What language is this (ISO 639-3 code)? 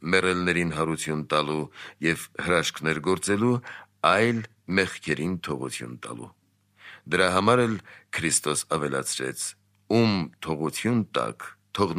hye